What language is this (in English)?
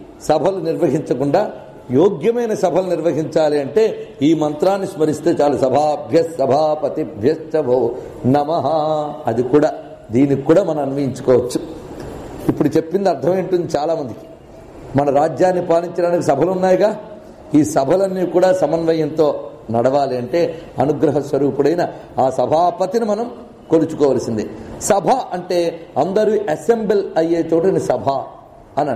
Telugu